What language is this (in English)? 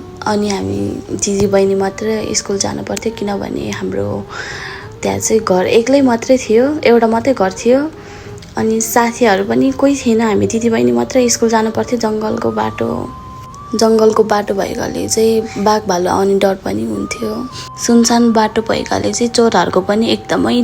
Nepali